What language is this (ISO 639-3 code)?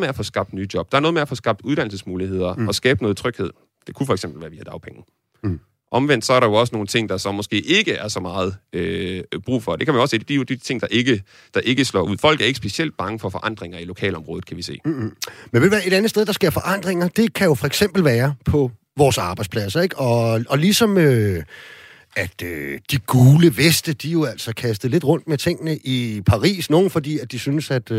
dan